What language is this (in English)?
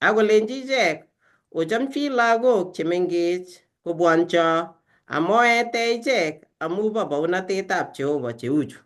Kalenjin